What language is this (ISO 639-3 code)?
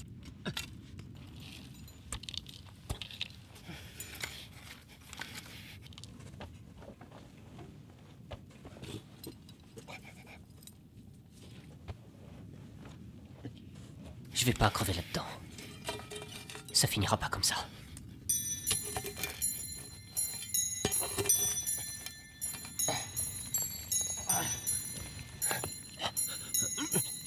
fra